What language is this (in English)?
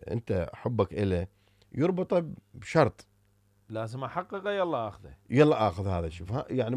Mesopotamian Arabic